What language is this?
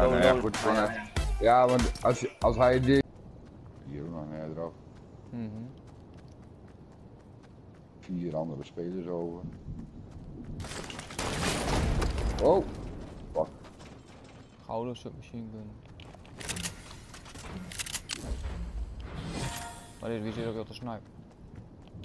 Dutch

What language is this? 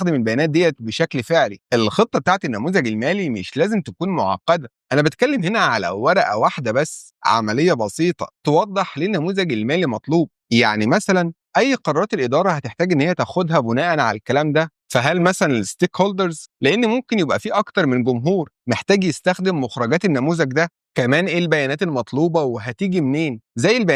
Egyptian Arabic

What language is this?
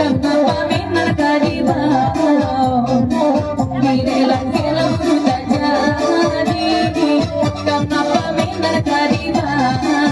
Minangkabau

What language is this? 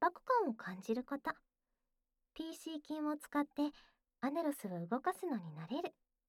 Japanese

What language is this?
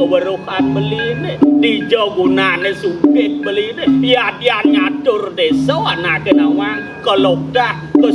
Balinese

